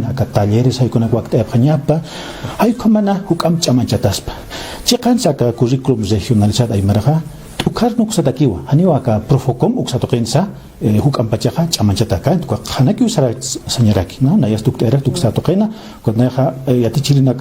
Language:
Aymara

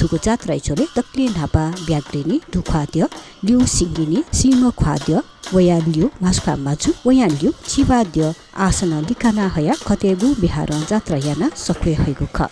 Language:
Newari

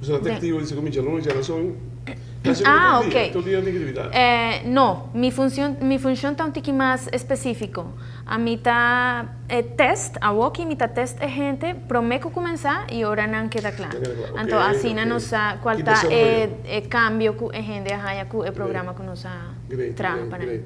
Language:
Papiamento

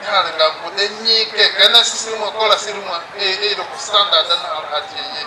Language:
Konzo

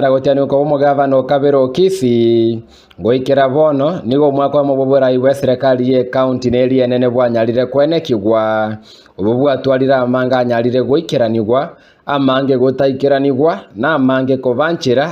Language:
Gusii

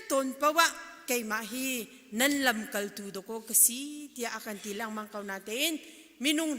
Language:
Hakha Chin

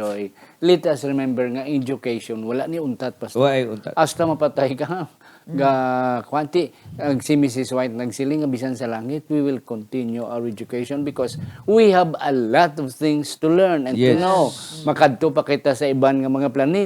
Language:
Hiligaynon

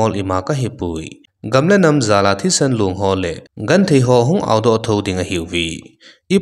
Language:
Thado Chin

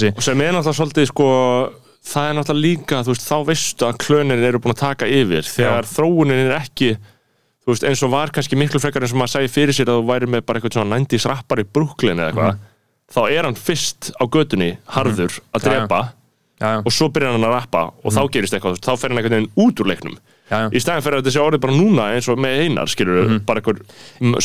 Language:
Icelandic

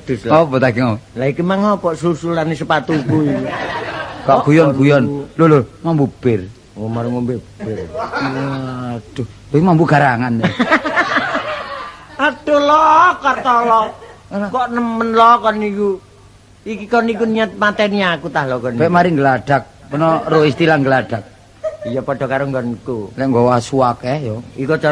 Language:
Javanese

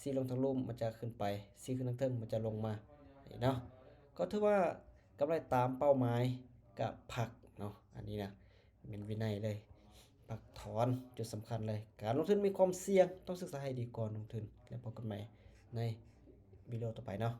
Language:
Lao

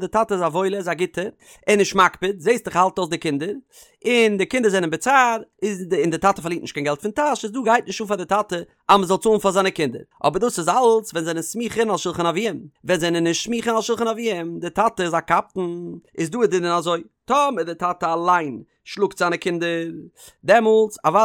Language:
Yiddish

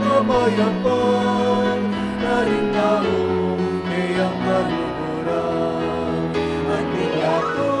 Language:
Pampanga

